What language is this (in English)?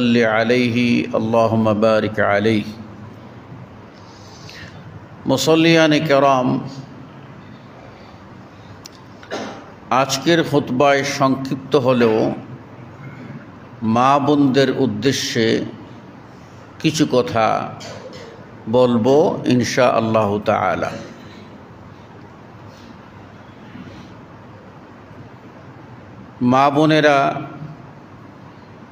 Bangla